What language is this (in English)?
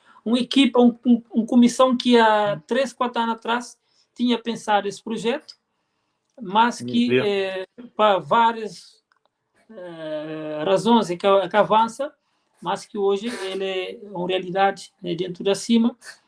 Kabuverdianu